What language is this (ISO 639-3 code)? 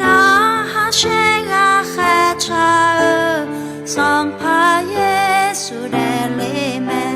ahk